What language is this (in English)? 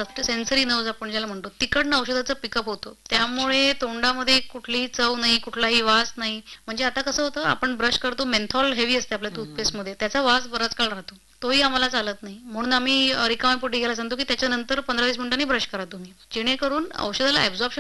Marathi